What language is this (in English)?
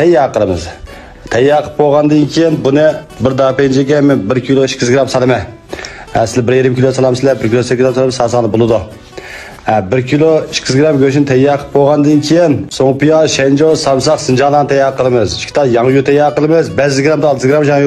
Uyghur